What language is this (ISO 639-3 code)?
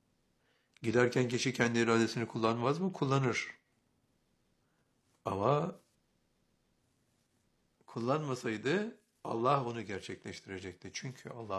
tur